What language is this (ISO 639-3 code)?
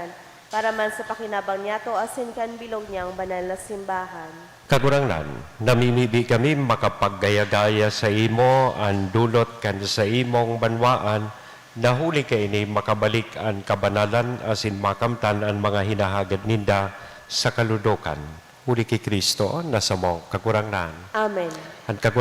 bik